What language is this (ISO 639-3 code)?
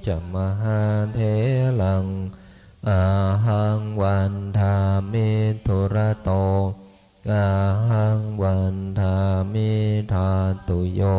pli